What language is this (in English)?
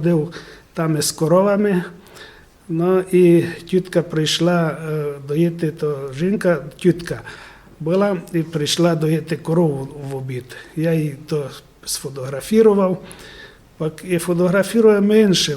Rusyn